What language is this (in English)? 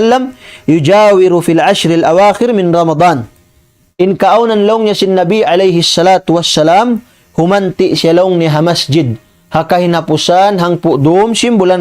Tausug